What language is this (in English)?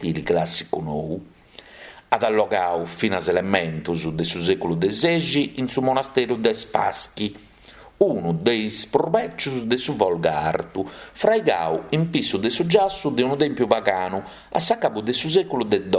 Sardinian